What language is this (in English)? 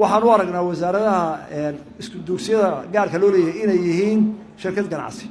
Somali